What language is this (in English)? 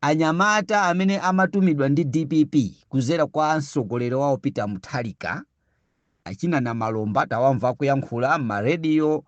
Nyanja